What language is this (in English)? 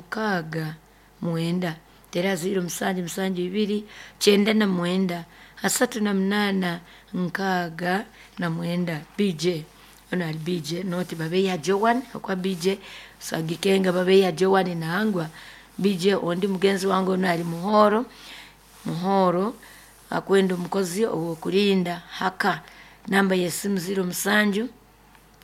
Nyoro